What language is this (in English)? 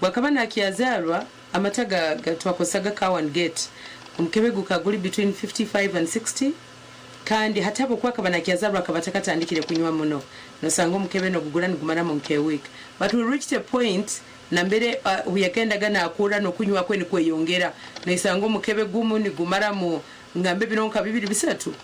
Nyankole